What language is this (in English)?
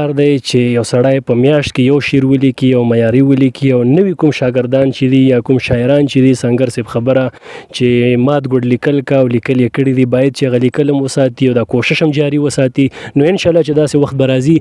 Pashto